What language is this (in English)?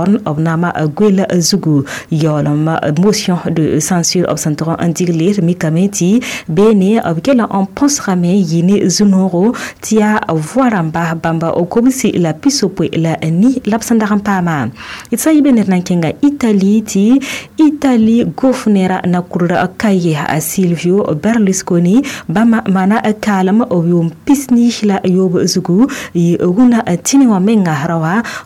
Mossi